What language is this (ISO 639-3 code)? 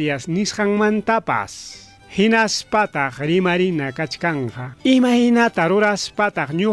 quy